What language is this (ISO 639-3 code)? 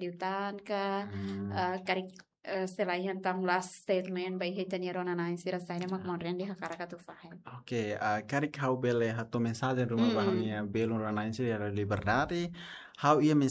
tet